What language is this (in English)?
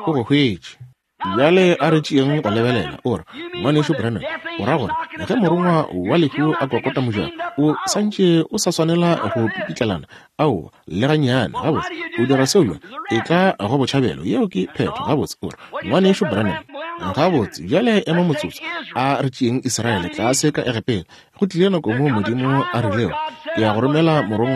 Northern Sotho